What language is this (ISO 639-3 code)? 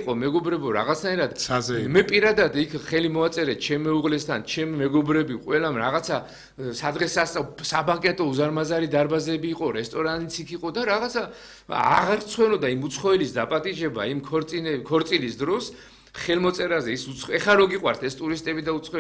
kat